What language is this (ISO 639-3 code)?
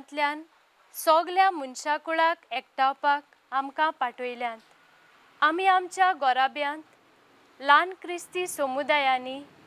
kok